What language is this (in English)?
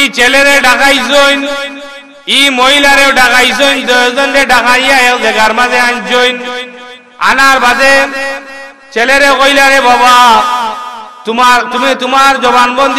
Sylheti